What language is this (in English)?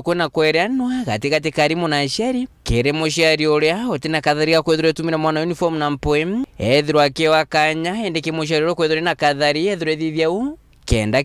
Meru